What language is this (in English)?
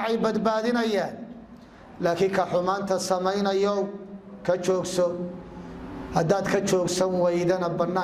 Somali